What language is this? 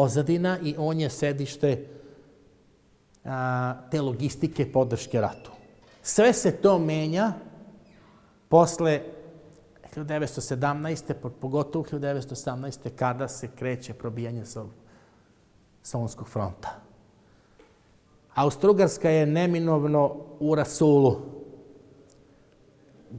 Serbian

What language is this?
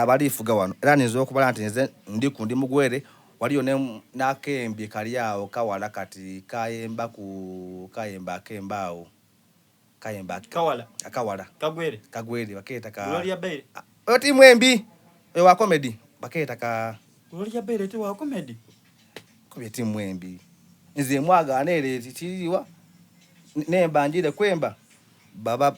Soga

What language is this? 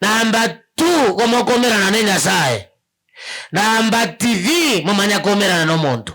Gusii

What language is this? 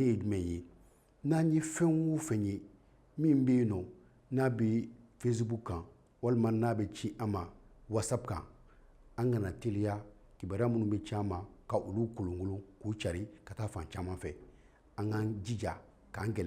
Bambara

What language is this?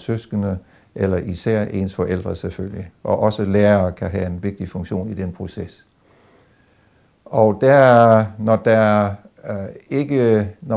Danish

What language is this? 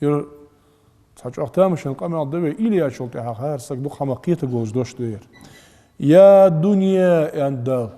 Ingush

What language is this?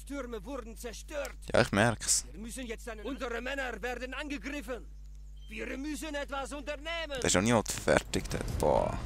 Swiss German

